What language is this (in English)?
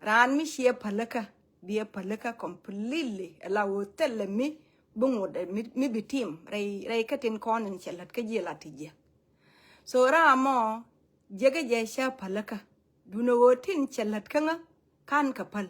Nuer